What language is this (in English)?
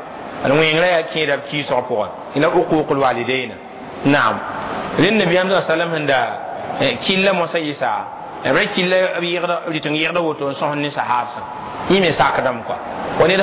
Mossi